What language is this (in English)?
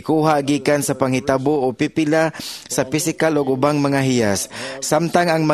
Cebuano